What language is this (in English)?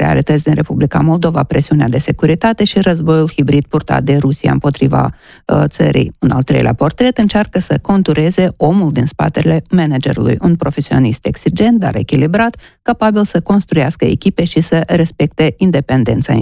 Romanian